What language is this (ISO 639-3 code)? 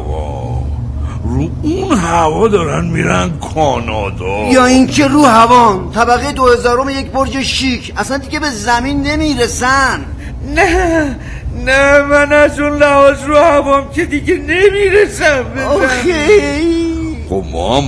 fas